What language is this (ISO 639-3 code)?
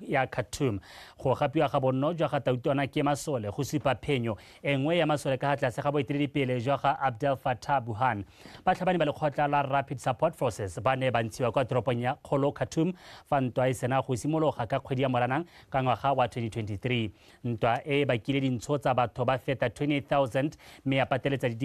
tsn